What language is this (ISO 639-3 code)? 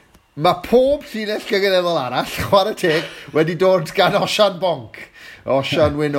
cym